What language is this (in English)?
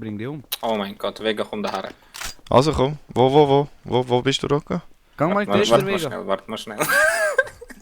Swiss German